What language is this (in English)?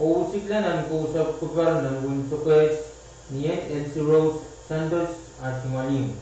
Pohnpeian